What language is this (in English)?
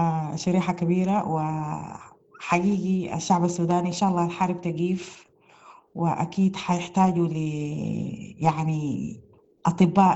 Sudanese Arabic